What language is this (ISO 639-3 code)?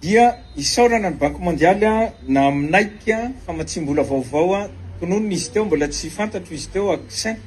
mlg